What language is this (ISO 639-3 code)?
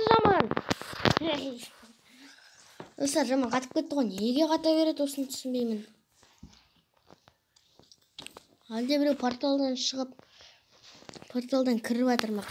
kaz